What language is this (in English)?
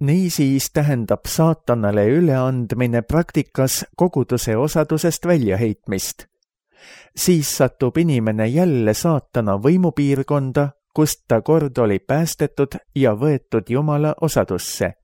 Estonian